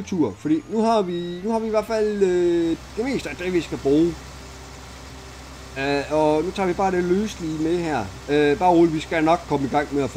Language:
Danish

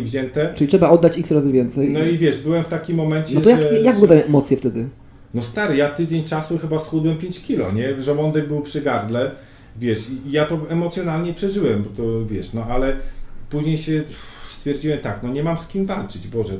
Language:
Polish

